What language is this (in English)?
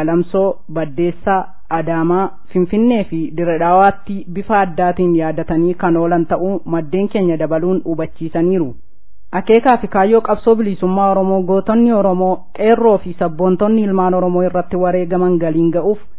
Oromo